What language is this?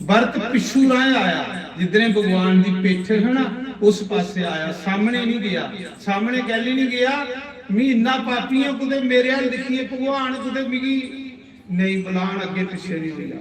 Dogri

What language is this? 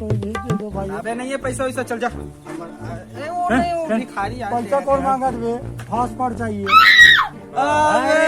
Chhattisgarhi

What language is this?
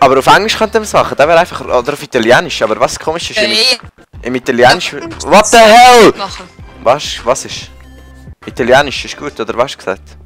Swiss German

